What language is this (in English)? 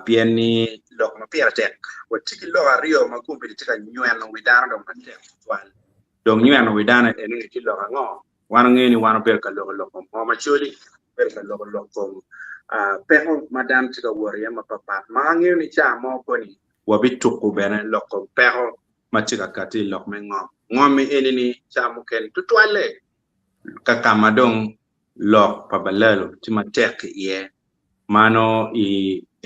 Acoli